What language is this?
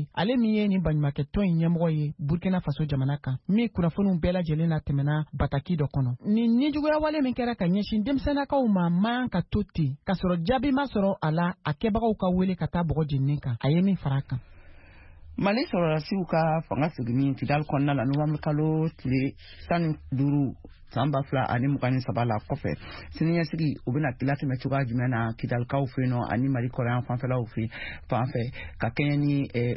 Bambara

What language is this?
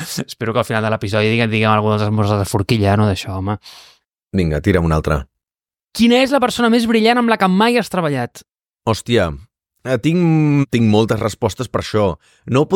Catalan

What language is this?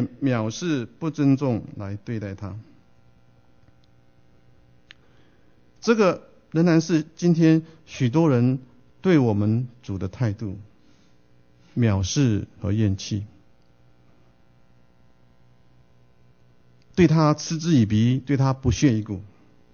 Chinese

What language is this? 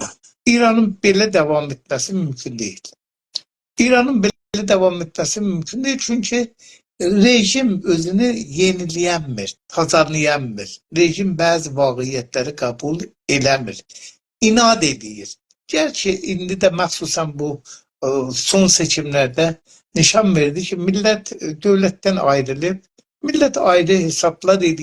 South Azerbaijani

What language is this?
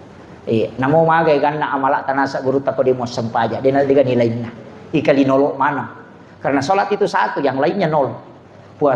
Buginese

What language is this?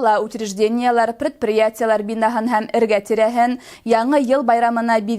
Bashkir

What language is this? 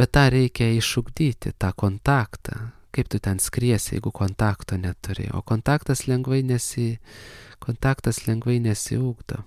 Lithuanian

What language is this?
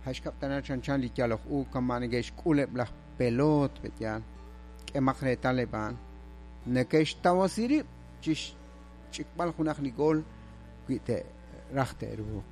Kekchí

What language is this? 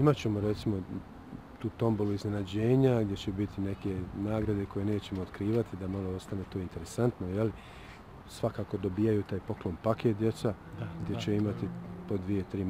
Bosnian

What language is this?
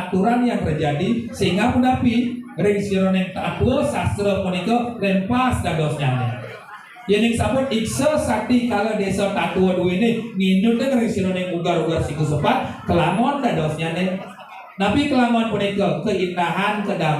Balinese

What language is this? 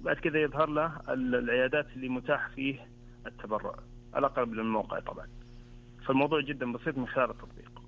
Najdi Arabic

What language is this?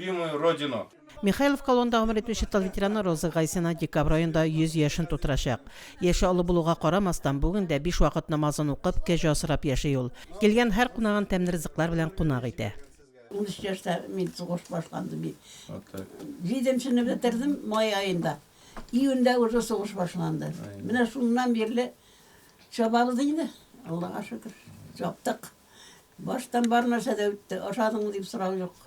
Tatar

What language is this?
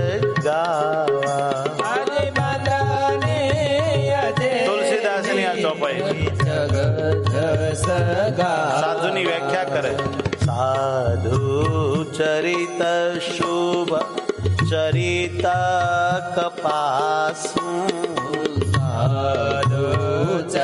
Gujarati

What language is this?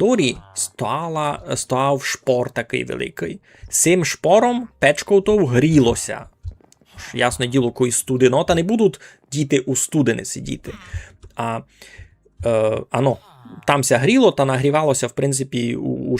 Rusyn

